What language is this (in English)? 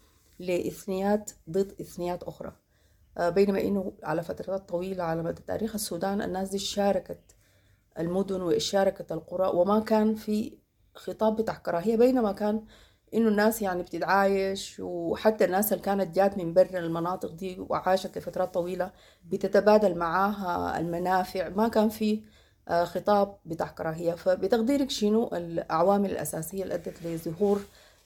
Sudanese Arabic